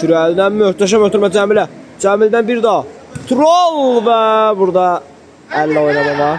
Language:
Azerbaijani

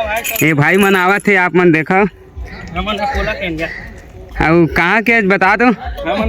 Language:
Chhattisgarhi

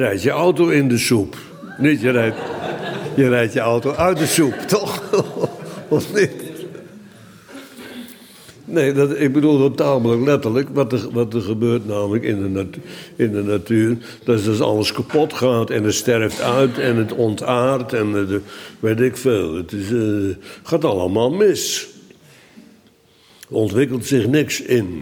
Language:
Dutch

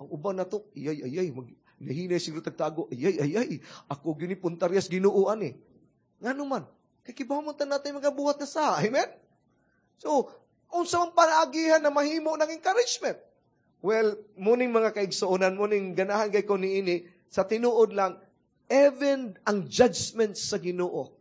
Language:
Cebuano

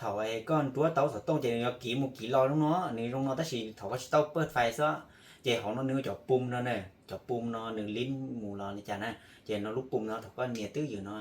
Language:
Hmong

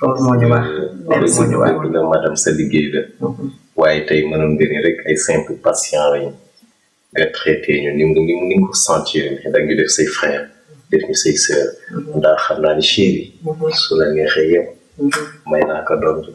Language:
Wolof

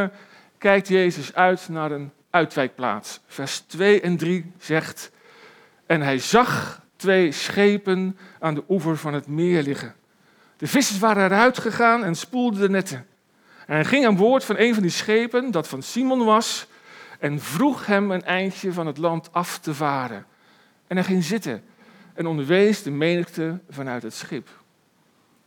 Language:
Dutch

